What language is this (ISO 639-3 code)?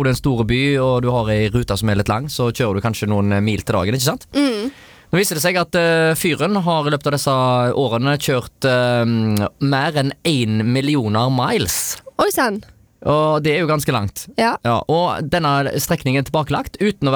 nor